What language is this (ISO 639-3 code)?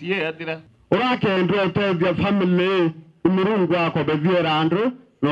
mer